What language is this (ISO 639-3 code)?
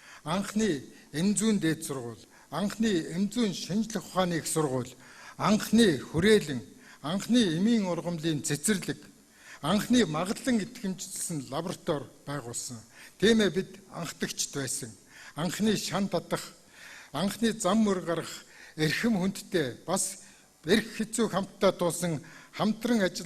mon